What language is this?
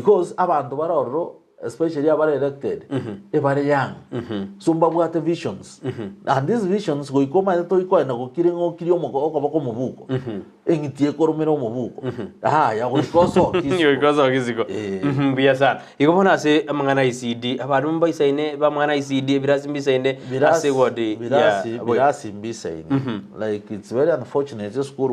Gusii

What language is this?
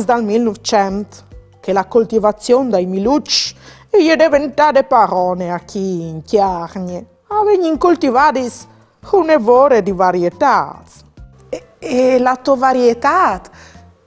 Friulian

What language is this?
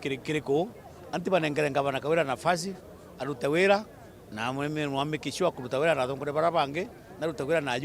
Meru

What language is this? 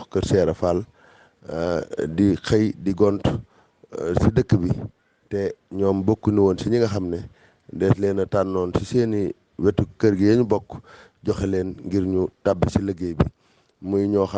Wolof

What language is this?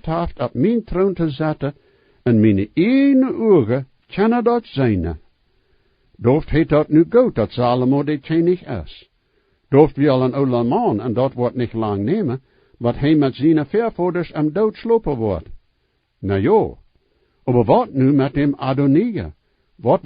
Plautdietsch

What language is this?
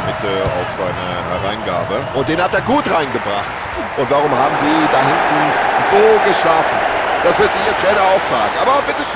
Bavarian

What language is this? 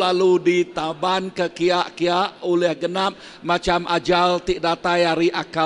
Iban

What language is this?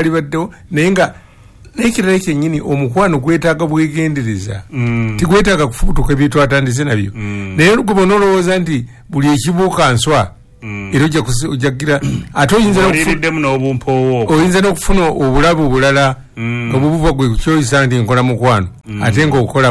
Ganda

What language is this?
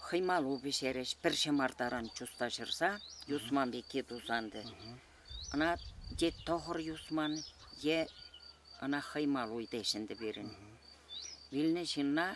Chuvash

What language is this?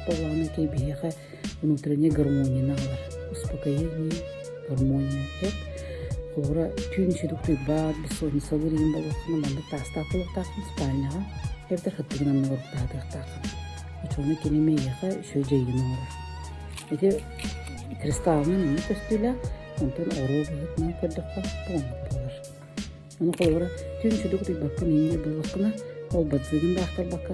Yakut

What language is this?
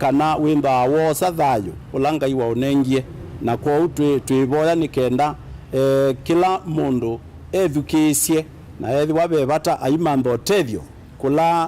Kamba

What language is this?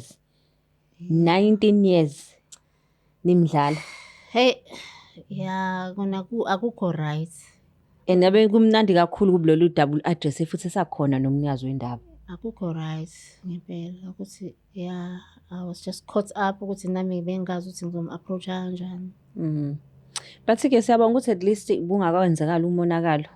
Zulu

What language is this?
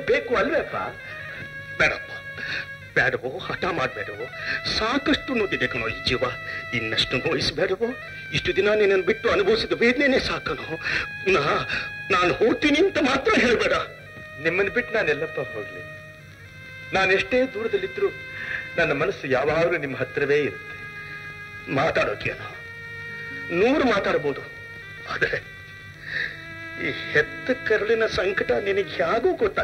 Kannada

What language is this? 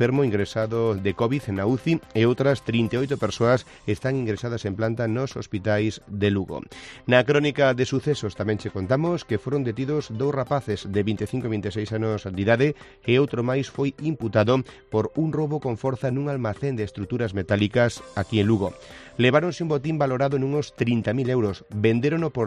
Galician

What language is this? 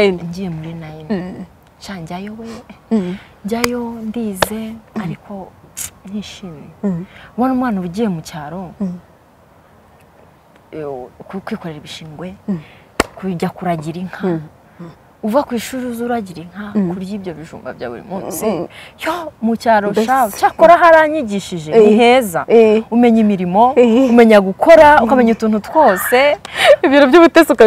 Kinyarwanda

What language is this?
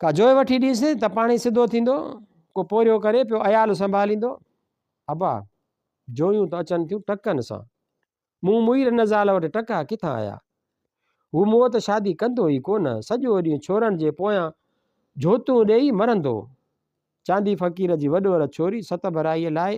Sindhi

